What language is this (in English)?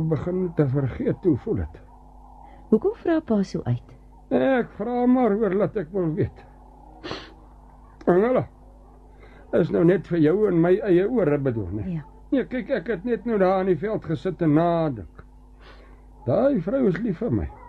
Afrikaans